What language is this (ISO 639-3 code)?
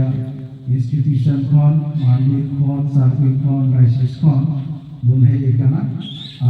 sat